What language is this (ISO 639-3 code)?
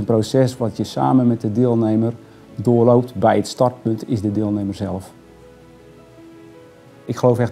nld